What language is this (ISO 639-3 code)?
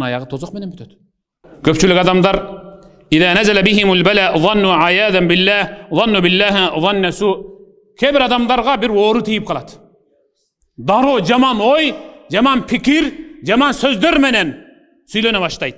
kir